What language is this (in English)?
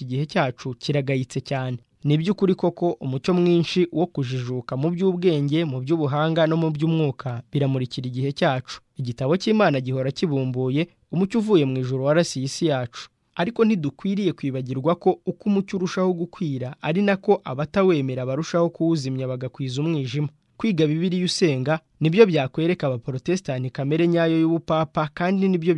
Kinyarwanda